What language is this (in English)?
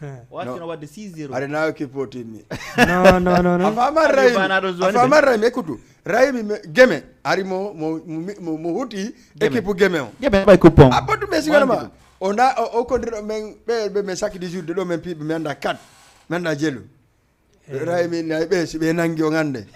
Fula